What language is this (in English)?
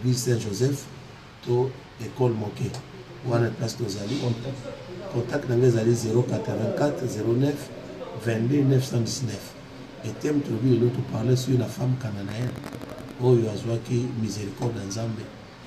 Lingala